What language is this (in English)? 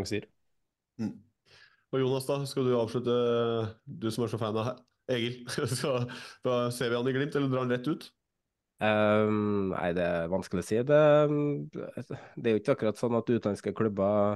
Norwegian